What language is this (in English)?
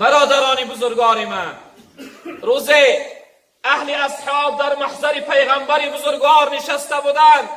Tajik